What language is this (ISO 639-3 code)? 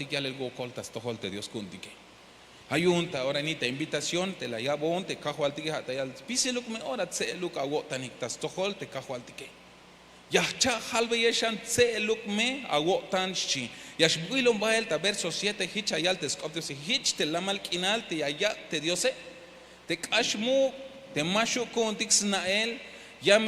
tzh